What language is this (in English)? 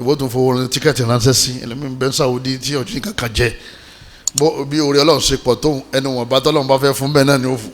Yoruba